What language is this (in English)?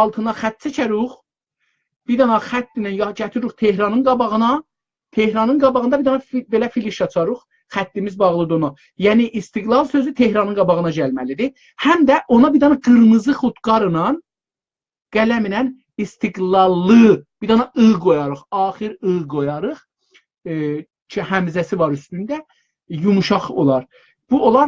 South Azerbaijani